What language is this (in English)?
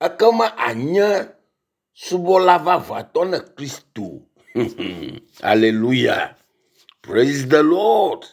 Ewe